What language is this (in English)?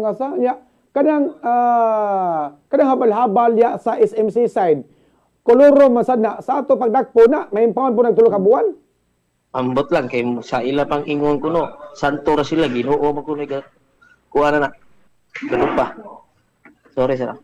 Cebuano